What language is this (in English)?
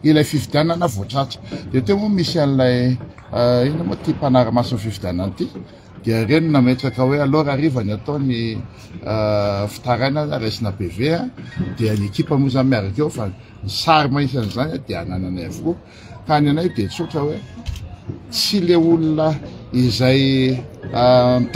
Malagasy